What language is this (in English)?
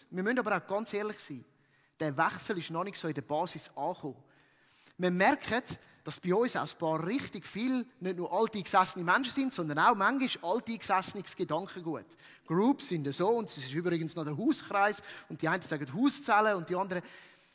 Swiss German